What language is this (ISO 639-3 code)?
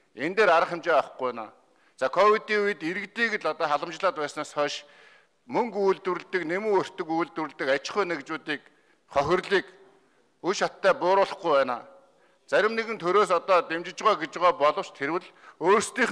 mon